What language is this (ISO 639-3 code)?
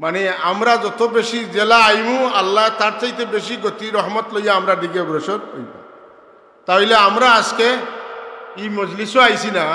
syl